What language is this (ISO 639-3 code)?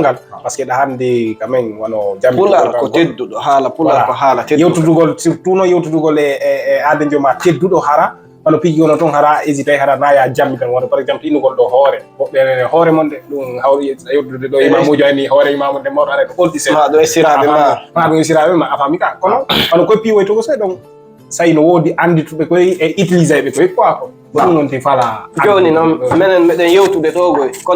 ful